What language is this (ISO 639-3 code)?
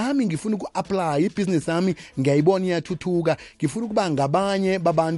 nbl